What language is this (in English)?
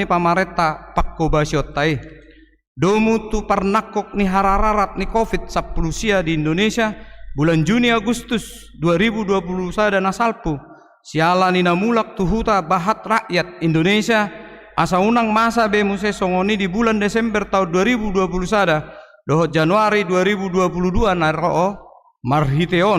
Batak Toba